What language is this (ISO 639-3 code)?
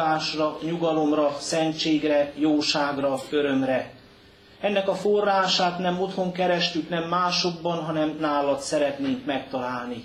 hun